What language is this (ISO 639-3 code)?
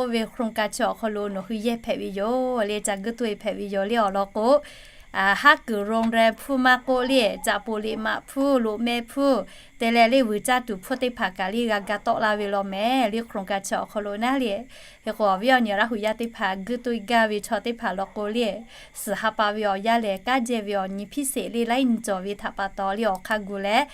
lhu